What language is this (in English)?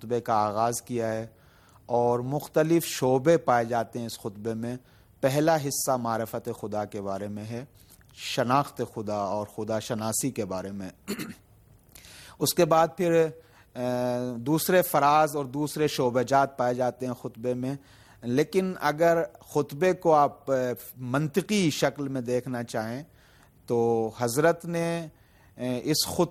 Urdu